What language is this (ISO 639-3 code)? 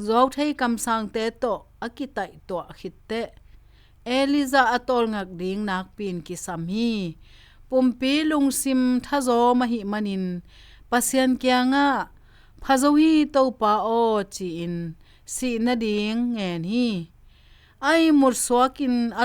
ctd